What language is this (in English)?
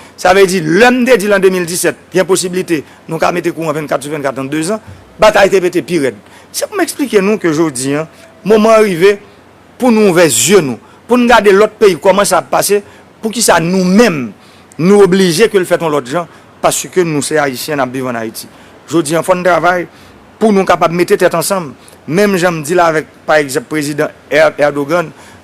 Haitian Creole